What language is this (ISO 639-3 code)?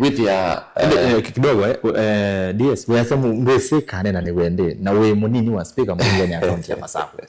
kam